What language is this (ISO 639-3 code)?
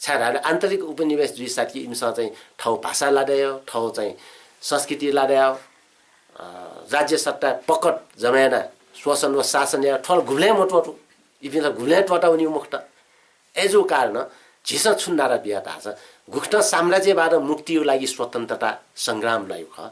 new